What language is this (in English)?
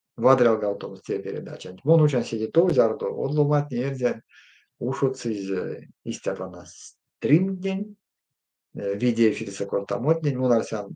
Erzya